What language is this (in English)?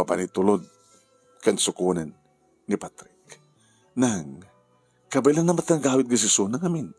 Iloko